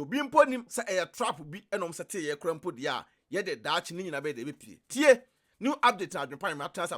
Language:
Akan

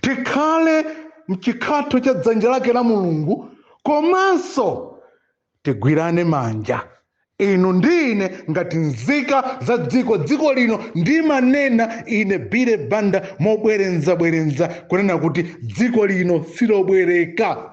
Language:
Nyanja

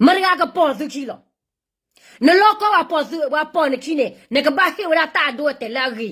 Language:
S'gaw Karen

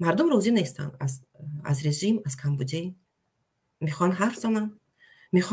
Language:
Tajik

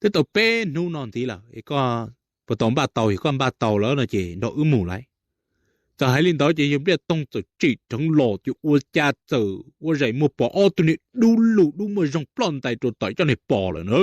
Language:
Hmong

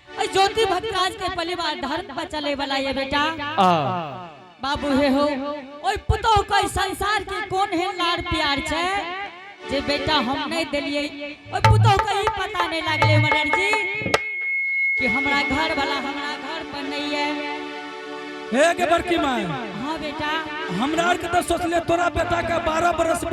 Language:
Angika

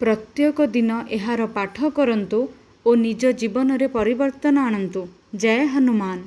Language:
Odia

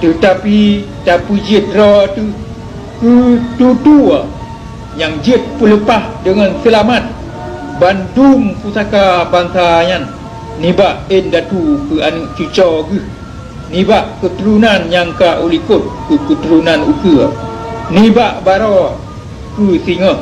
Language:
Achinese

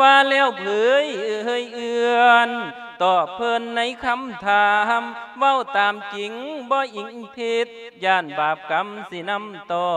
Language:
Lao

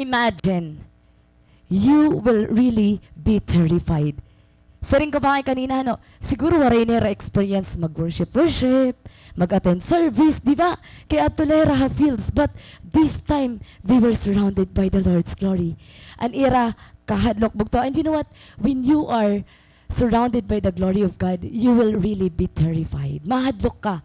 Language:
Waray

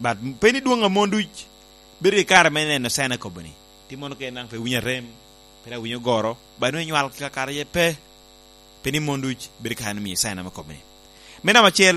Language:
Lango (Uganda)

